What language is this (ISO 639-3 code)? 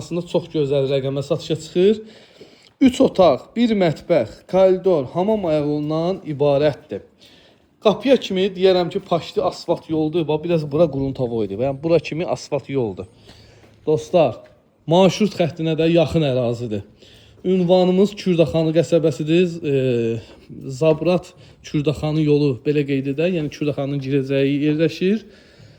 aze